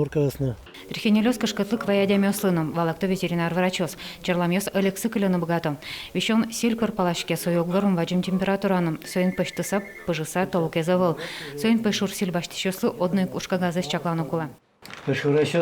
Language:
Udmurt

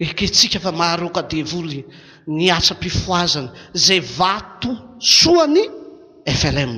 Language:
Malagasy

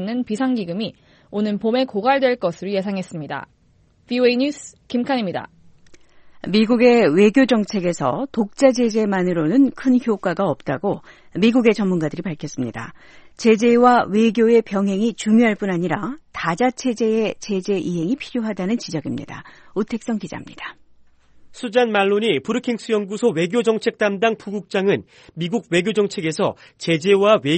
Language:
Korean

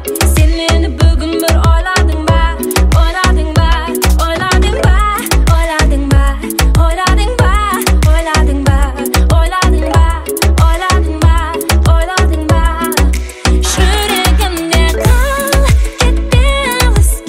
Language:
Kazakh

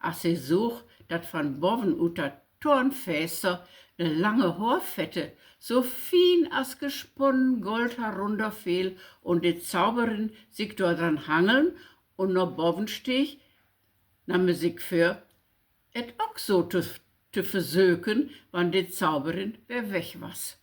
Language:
Low German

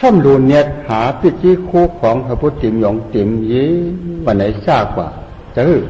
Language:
Shan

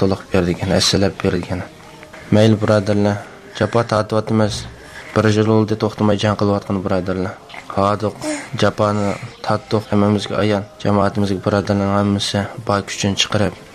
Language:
Uyghur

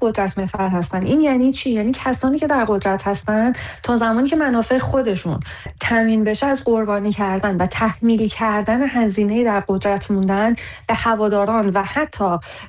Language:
Persian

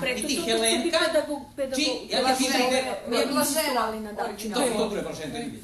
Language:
Rusyn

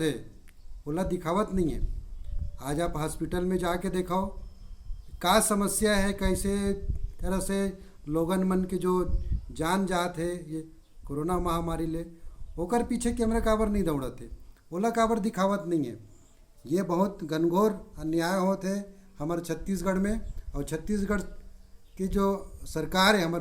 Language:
Chhattisgarhi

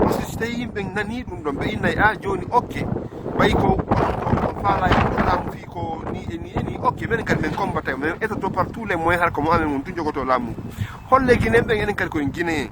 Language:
Fula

